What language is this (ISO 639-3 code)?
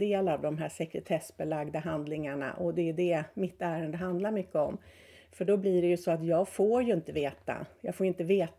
swe